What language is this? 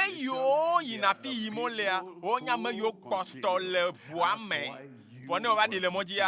Ewe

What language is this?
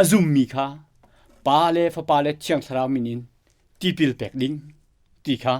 Hakha Chin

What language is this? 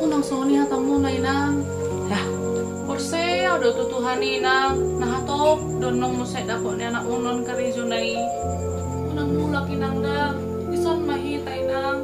Batak Toba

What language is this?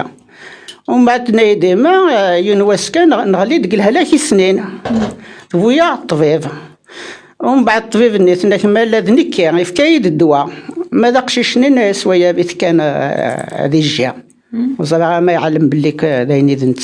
Kabyle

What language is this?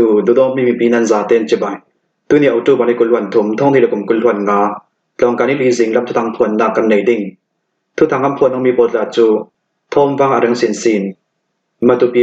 Hakha Chin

